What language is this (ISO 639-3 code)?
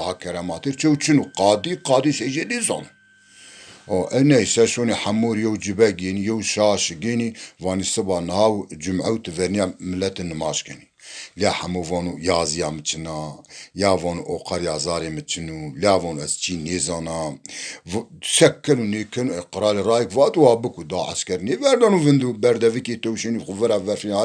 zza